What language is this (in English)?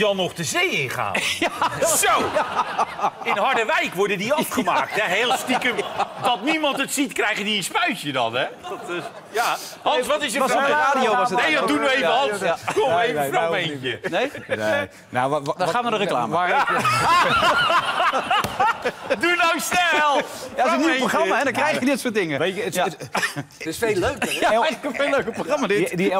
Dutch